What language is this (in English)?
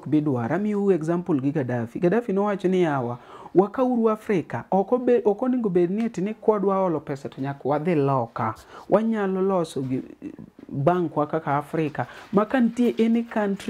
Luo (Kenya and Tanzania)